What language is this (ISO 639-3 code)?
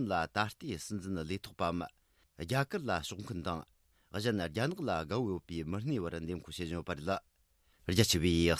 bod